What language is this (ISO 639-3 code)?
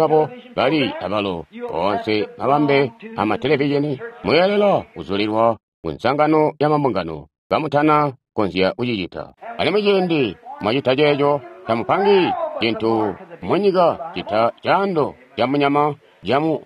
toi